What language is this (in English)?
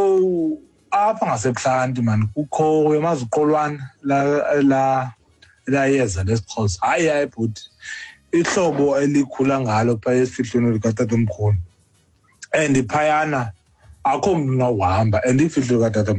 Xhosa